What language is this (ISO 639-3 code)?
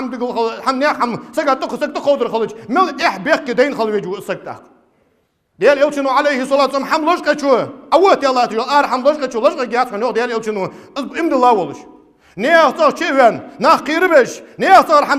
inh